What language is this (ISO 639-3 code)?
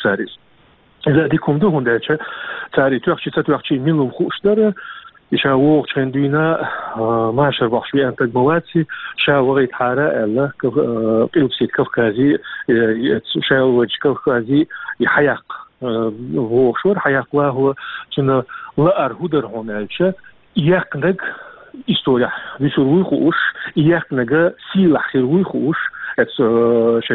che